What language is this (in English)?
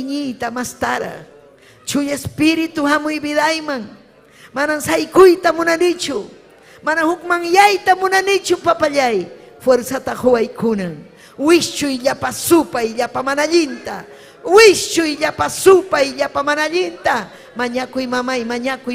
Ayacucho Quechua